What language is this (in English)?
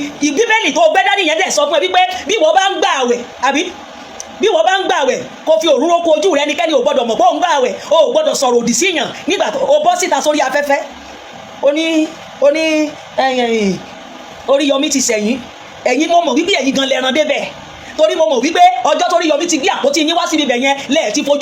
Yoruba